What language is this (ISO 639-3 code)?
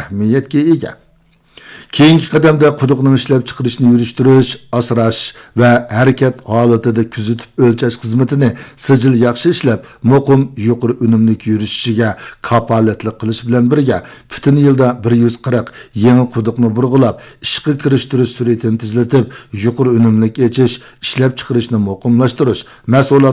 uig